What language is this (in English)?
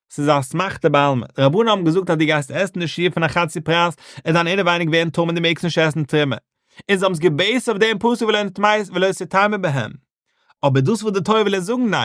Yiddish